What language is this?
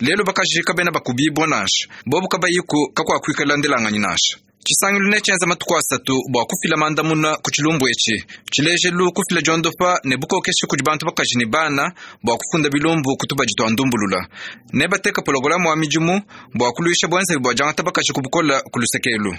Luba-Lulua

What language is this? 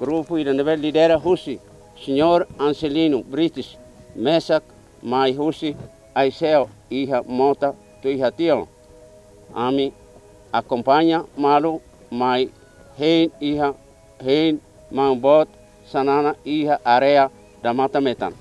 Tetum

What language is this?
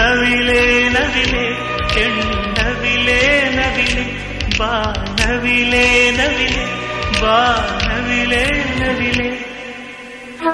Kannada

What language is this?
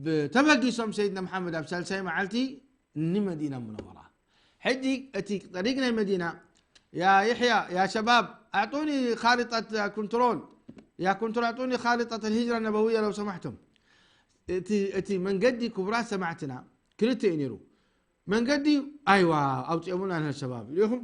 Tigrinya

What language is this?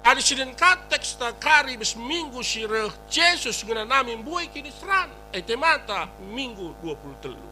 Batak Karo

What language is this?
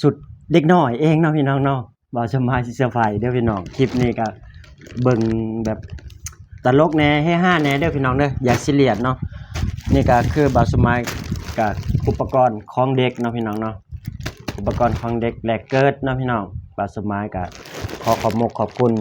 Lao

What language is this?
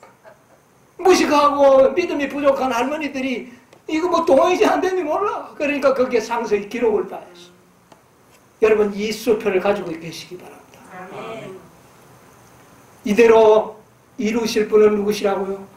Korean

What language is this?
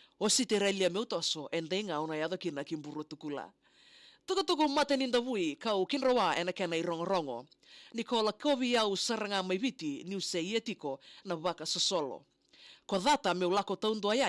Fijian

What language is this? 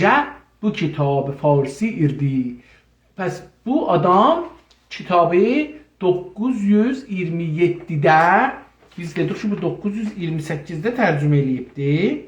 South Azerbaijani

